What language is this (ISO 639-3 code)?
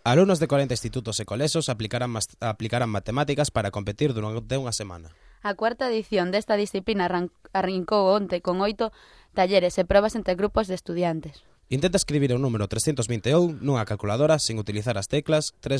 glg